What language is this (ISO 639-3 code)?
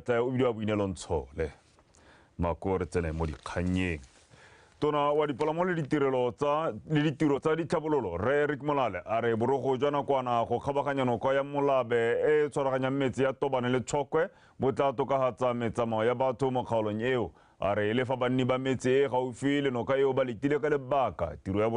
tsn